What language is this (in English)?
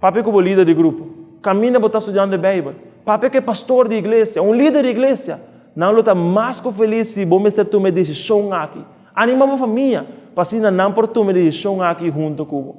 Papiamento